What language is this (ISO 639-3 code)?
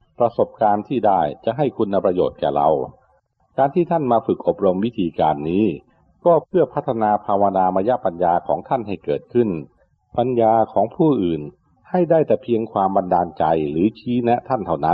tha